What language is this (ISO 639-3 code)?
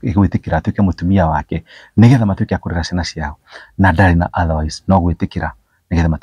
kik